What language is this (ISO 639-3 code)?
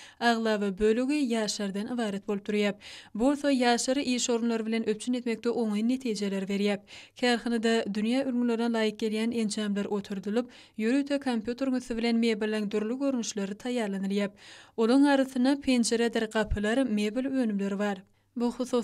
tuk